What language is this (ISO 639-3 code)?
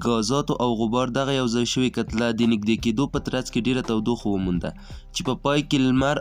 pus